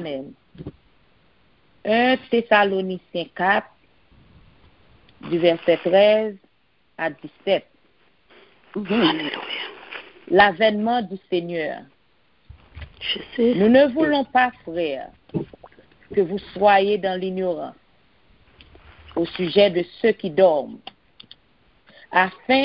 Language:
French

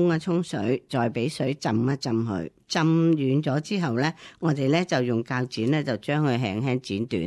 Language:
Cantonese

